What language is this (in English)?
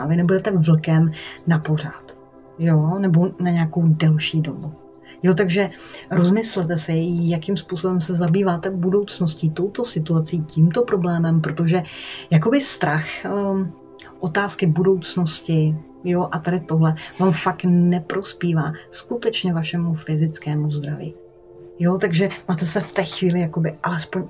Czech